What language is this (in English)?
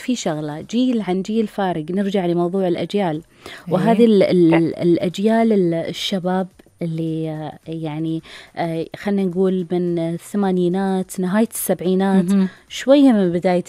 Gulf Arabic